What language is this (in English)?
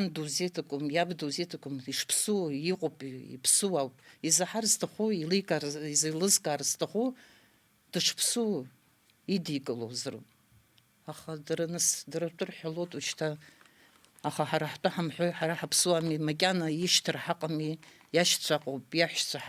Abkhazian